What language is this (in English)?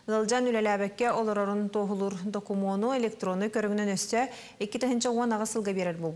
Yakut